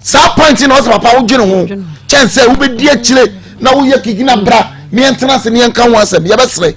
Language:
Akan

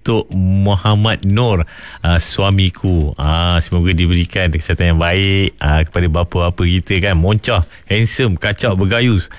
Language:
Malay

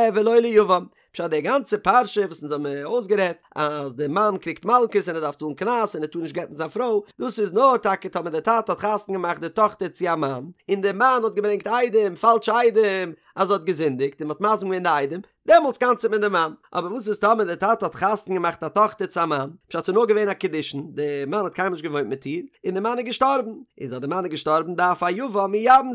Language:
Yiddish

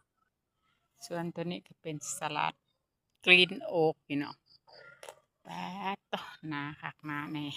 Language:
Lao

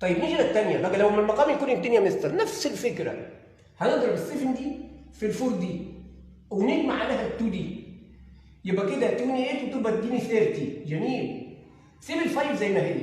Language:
Egyptian Arabic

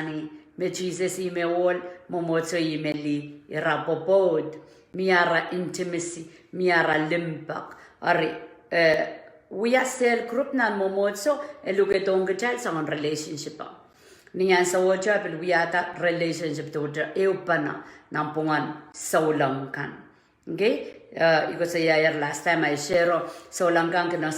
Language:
Pohnpeian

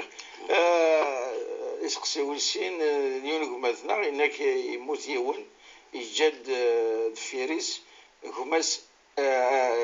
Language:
Kabyle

